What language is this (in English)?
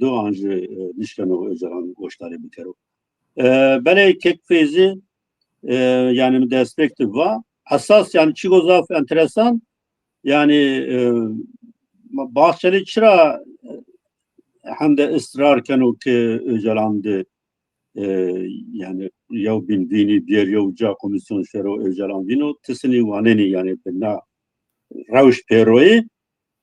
Zaza